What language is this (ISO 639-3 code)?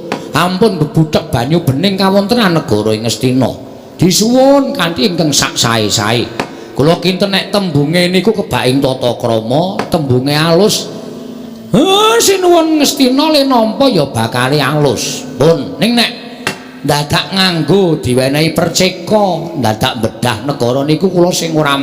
jav